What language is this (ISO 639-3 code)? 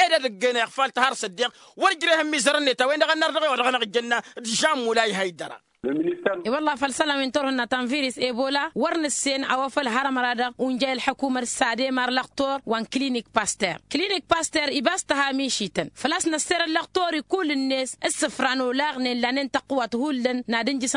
taq